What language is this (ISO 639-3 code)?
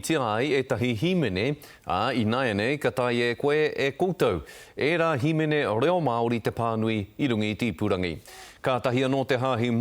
mri